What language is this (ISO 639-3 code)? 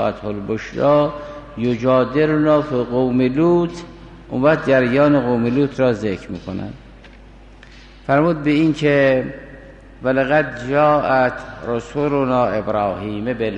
fas